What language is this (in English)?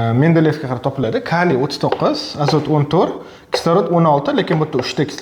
Uzbek